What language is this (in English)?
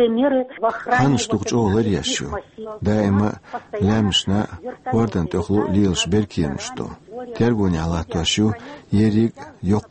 Chechen